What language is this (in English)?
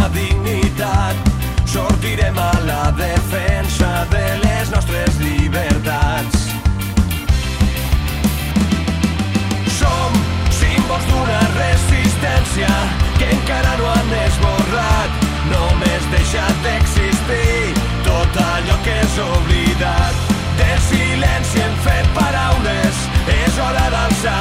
Catalan